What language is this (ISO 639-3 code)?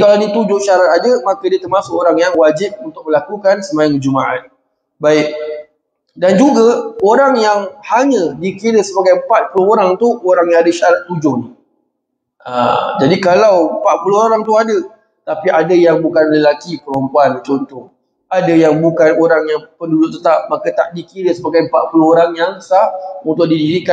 msa